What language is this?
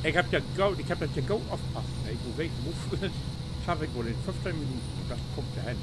Low German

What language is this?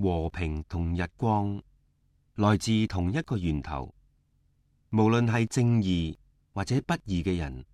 Cantonese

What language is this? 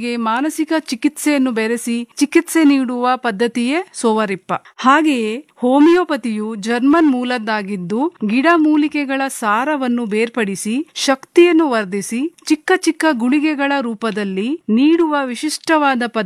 Kannada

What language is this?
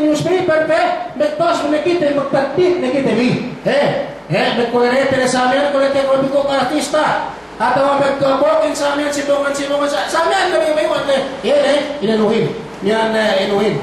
Yakan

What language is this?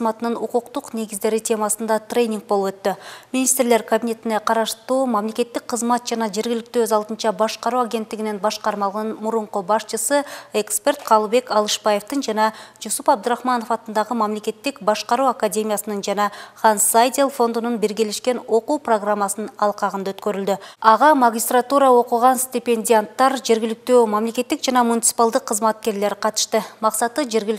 Kyrgyz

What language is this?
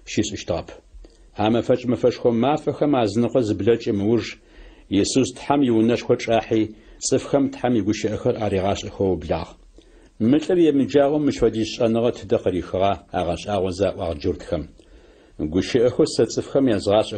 Adyghe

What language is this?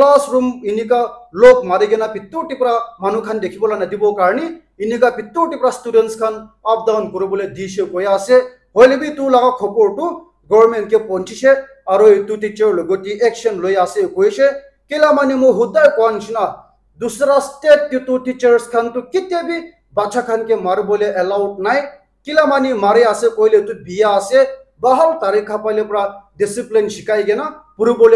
Naga Pidgin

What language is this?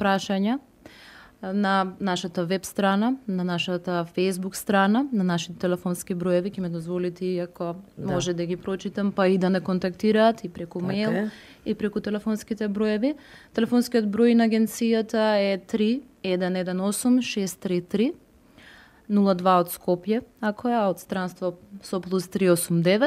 Macedonian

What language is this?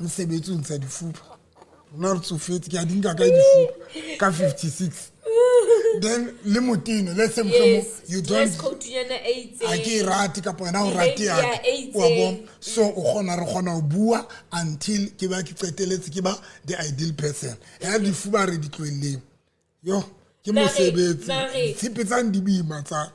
Southern Sotho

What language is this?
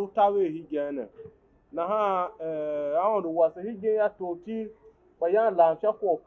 Tiv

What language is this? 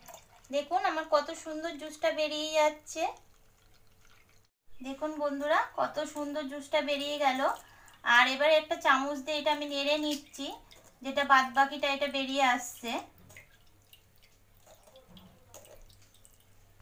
Bangla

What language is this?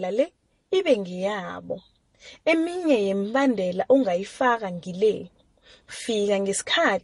South Ndebele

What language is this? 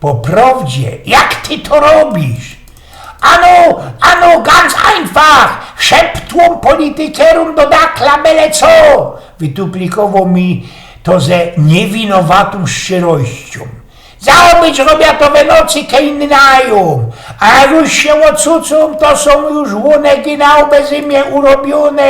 Silesian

